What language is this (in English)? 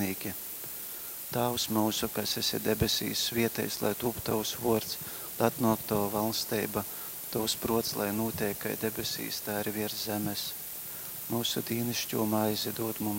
Latgalian